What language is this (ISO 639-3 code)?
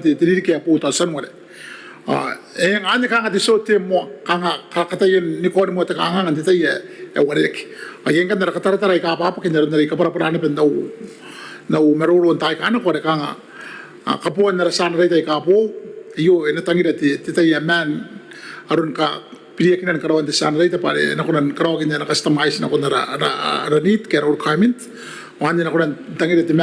gil